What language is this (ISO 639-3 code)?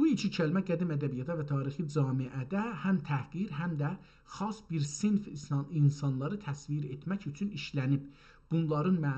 azb